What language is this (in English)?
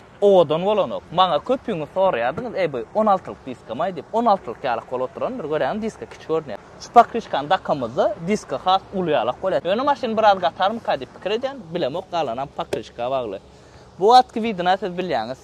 Turkmen